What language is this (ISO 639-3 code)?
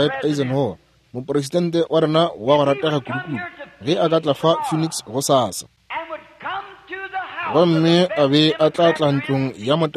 nso